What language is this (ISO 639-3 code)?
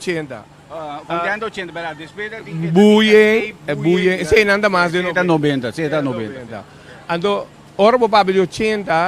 pap